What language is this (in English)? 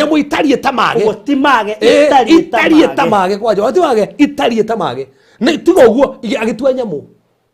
Kikuyu